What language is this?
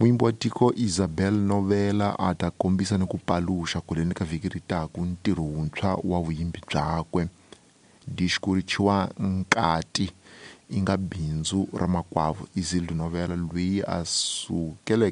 Tsonga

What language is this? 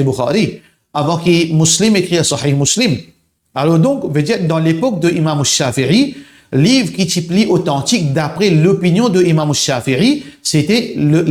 Morisyen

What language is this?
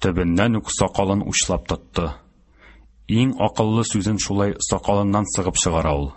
Tatar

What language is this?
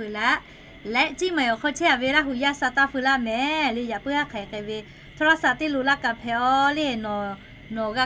Lahu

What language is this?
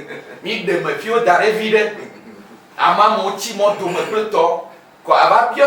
Ewe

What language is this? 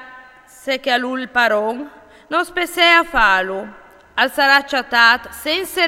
Friulian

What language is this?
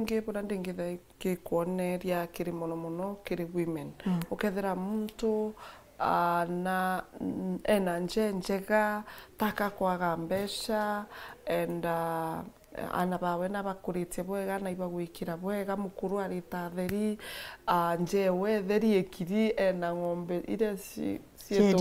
Meru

